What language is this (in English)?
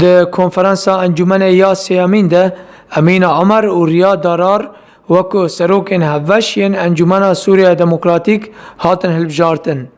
Kurdish